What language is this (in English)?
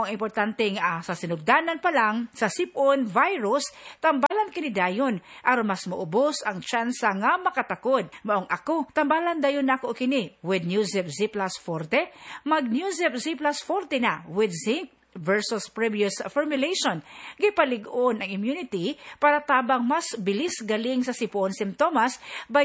Cebuano